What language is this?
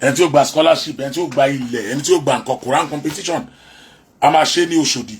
Yoruba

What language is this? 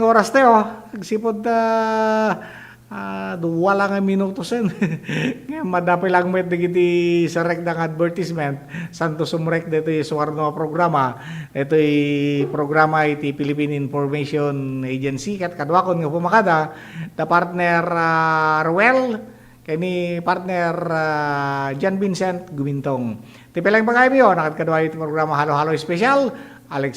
Iloko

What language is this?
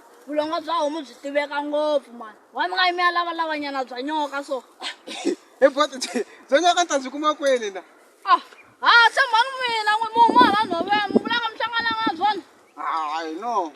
Tsonga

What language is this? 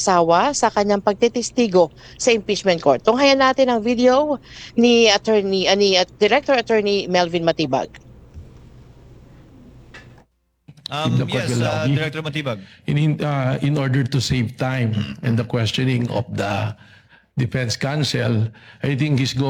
Filipino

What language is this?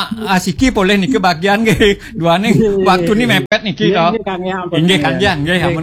Balinese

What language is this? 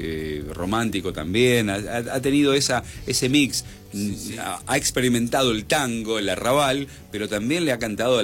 Spanish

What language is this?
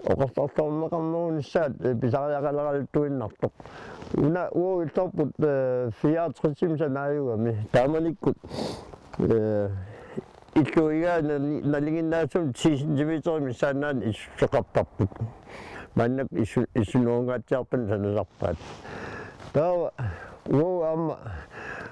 Kalaallisut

